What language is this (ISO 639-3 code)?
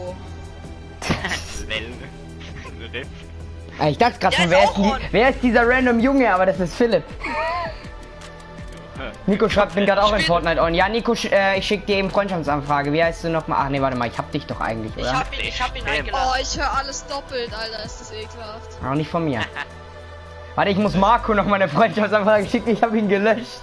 deu